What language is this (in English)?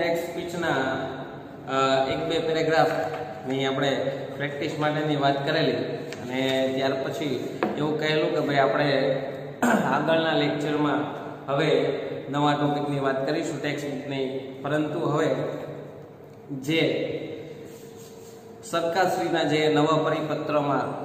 Gujarati